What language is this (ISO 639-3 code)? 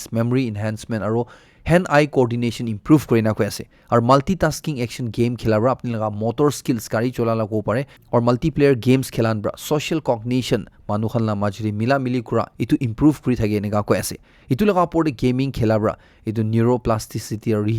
nag